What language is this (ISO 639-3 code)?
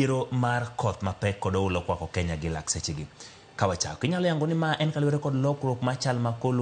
luo